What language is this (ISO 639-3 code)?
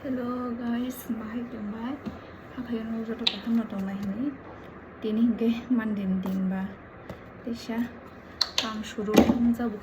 trp